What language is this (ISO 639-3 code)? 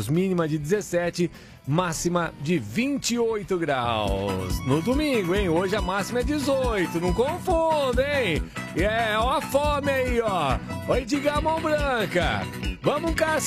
por